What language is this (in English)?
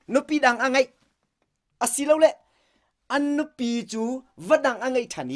Hakha Chin